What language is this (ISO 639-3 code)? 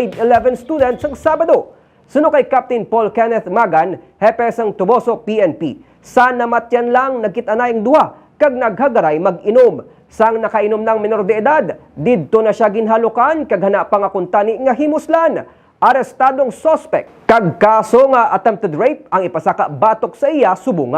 hil